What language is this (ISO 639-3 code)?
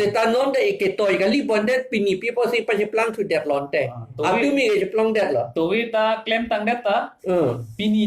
mjw